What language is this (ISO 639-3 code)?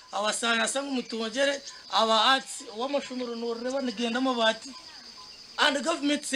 nyn